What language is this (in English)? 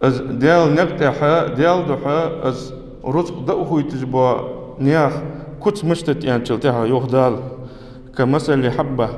Ingush